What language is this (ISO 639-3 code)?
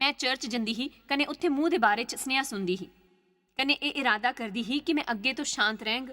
doi